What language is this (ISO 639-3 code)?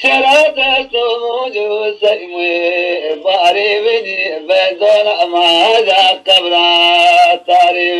zza